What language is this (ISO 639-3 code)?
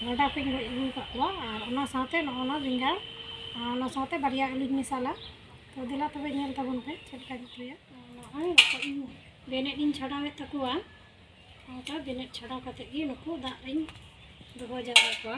sat